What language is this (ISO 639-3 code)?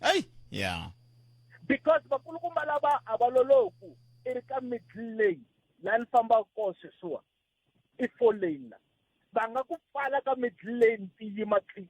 tso